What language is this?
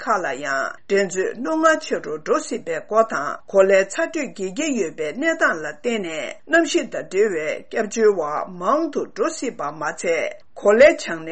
Tibetan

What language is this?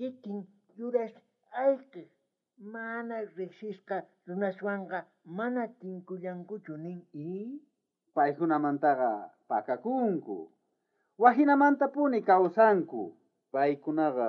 South Bolivian Quechua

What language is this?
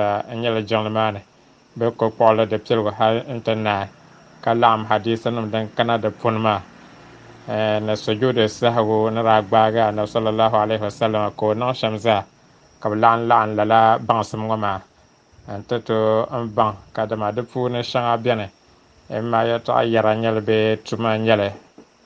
Dagbani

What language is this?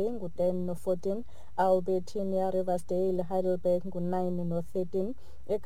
Xhosa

